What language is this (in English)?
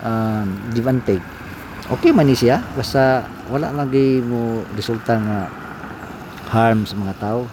Cebuano